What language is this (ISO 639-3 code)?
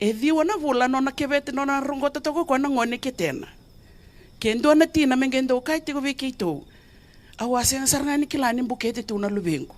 fij